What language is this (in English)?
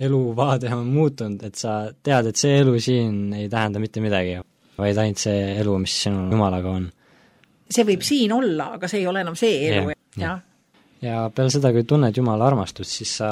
Estonian